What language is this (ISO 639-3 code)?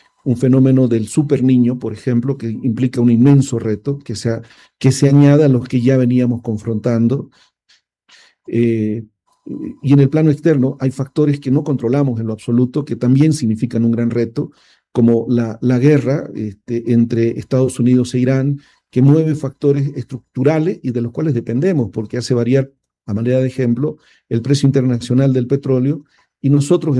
spa